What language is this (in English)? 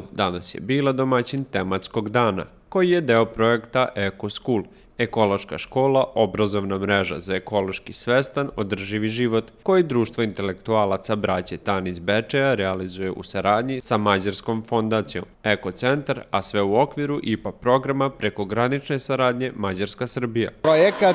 Serbian